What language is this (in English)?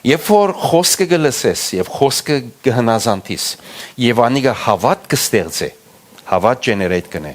Western Armenian